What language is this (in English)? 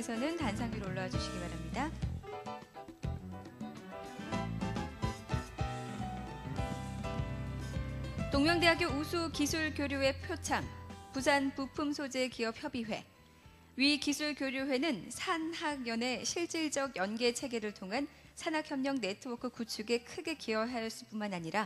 Korean